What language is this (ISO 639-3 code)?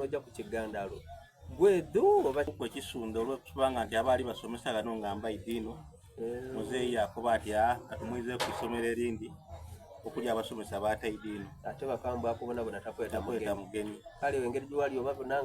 xog